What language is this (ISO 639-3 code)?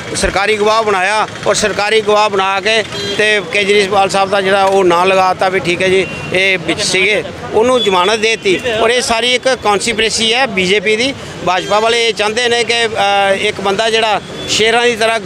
pan